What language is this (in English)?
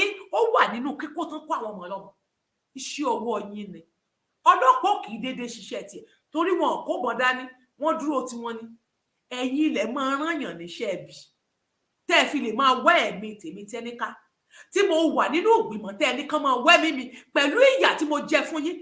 Yoruba